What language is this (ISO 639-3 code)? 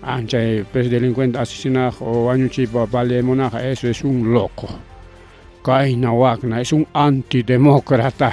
quy